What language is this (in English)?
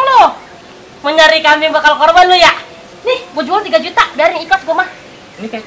Betawi